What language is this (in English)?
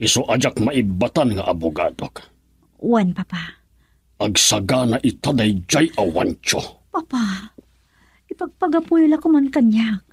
Iloko